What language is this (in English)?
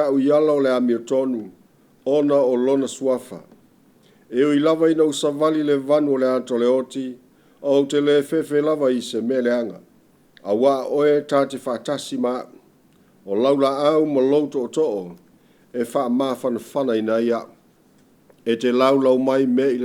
Samoan